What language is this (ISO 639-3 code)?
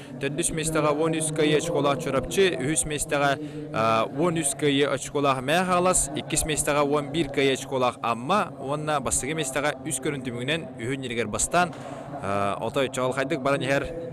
sah